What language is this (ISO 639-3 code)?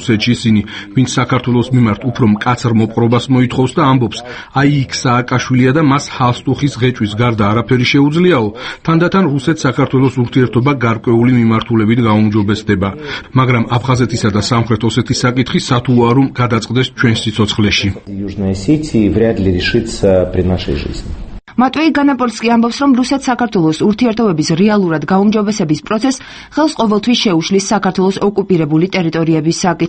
kat